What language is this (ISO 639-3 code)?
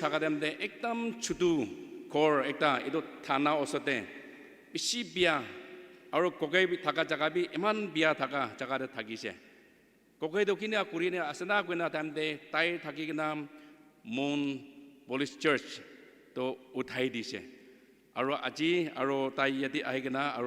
nag